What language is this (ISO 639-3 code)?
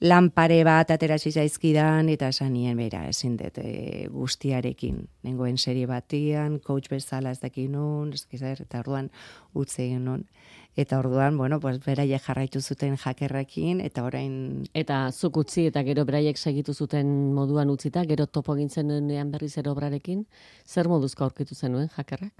eus